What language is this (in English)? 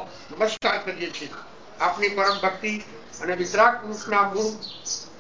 Gujarati